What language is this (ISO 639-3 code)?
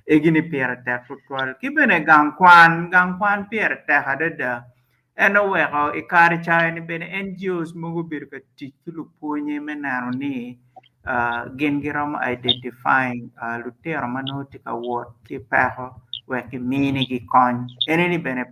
ach